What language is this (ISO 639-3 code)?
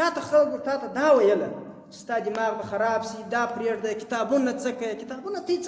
pus